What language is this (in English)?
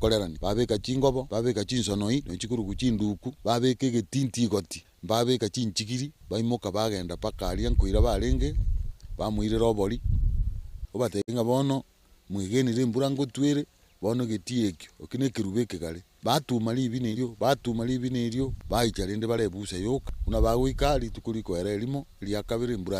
Gusii